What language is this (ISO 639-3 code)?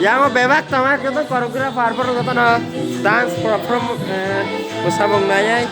trp